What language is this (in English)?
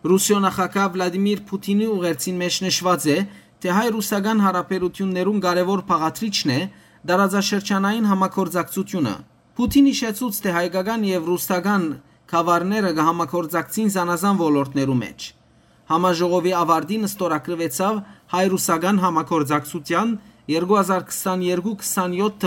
Western Armenian